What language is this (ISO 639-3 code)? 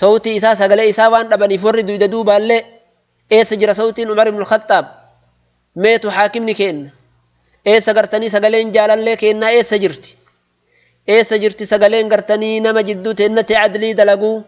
orm